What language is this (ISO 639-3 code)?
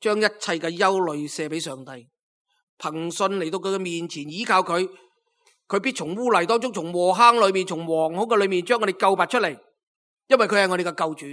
yue